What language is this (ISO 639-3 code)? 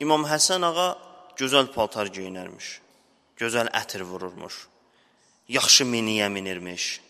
aze